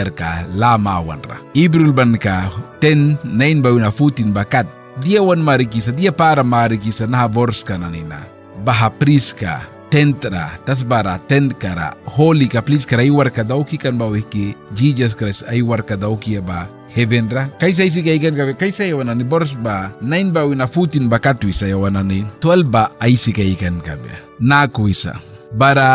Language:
Mískito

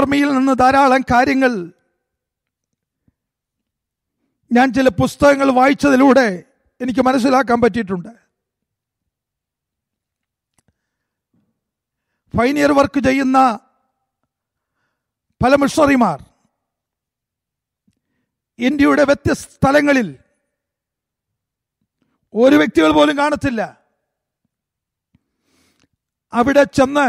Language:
Malayalam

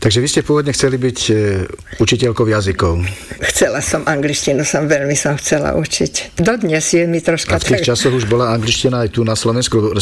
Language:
Slovak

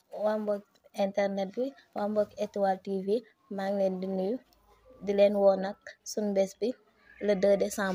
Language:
Wolof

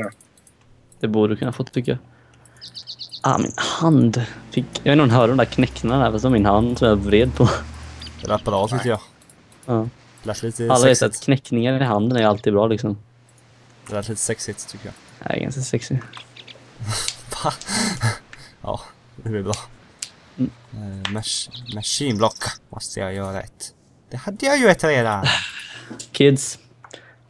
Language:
Swedish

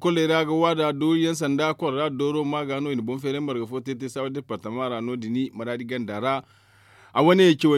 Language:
Zarma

